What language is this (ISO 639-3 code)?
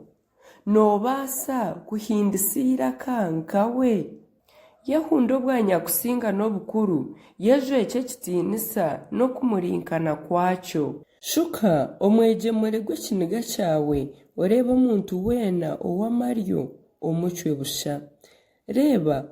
nyn